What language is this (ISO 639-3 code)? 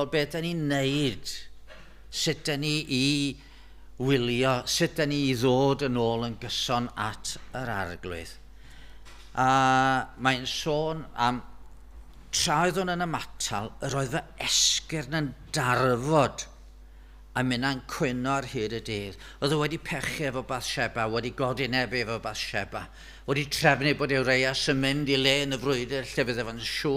cym